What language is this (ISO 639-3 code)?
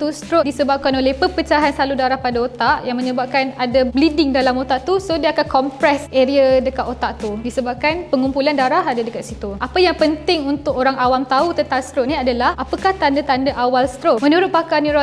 msa